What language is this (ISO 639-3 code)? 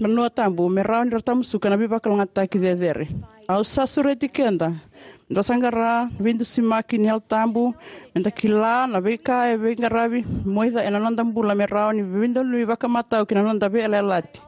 fij